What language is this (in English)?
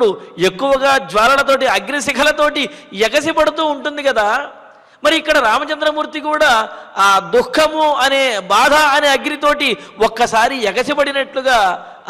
Telugu